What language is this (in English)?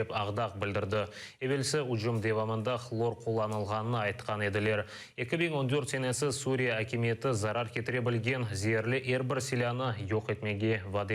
Crimean Tatar